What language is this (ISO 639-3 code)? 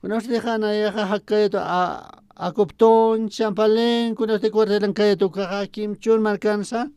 aym